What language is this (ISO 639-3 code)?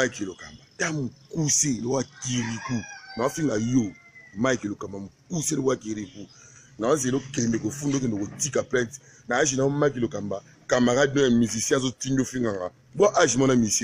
lin